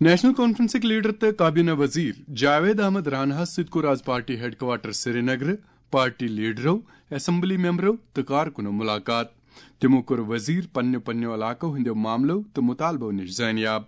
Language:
Kashmiri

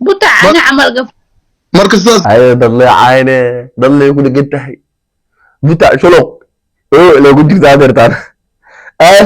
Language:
Somali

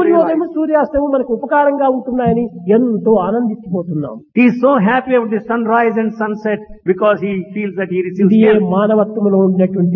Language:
Telugu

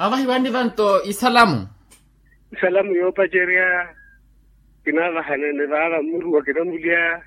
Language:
Makhuwa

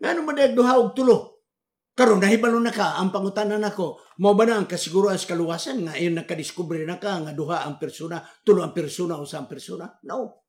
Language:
Cebuano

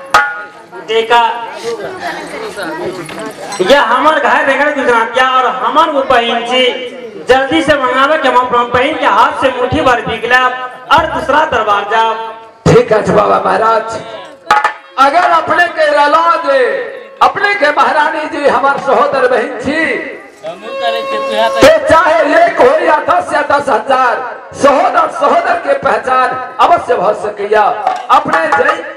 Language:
Maithili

